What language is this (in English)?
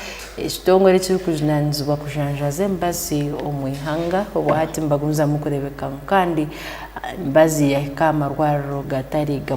Tooro